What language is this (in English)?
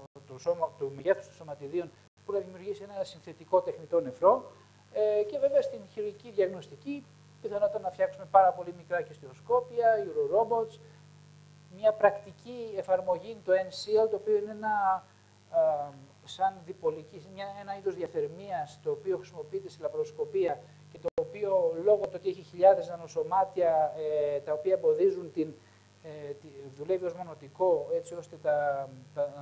Greek